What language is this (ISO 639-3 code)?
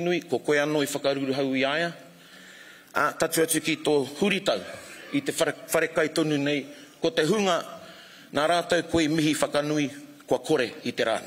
mri